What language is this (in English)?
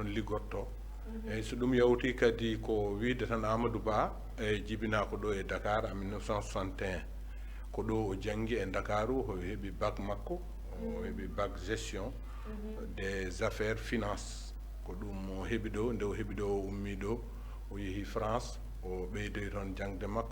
Fula